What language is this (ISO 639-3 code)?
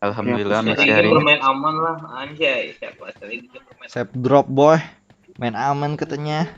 bjn